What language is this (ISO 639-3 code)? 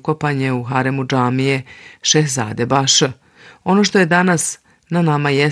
bos